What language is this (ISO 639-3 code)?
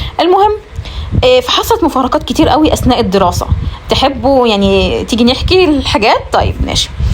arz